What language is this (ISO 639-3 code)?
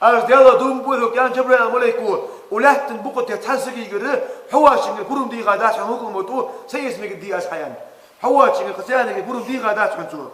inh